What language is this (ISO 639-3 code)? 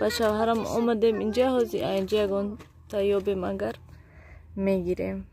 tgk